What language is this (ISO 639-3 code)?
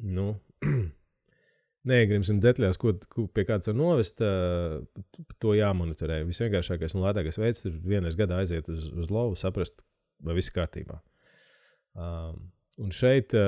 lav